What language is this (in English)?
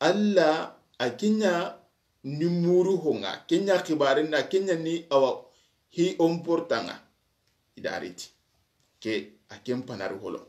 Soninke